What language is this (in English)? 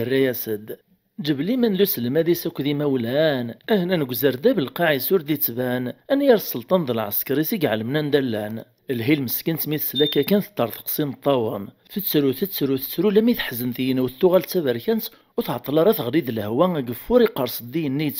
Kabyle